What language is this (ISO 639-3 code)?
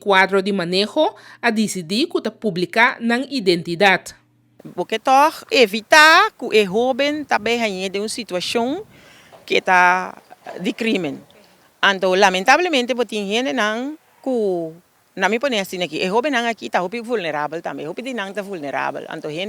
pap